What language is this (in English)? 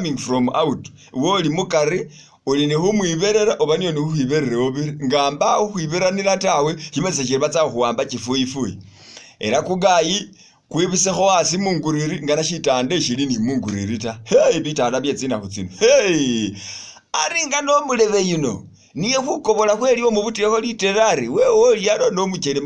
Masaaba